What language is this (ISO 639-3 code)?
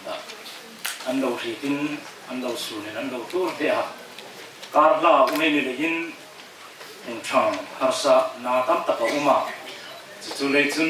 hmr